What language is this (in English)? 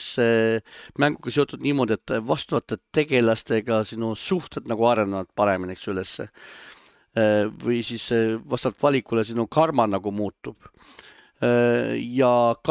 Estonian